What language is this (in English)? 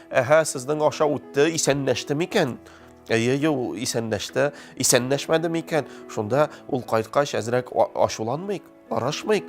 Tatar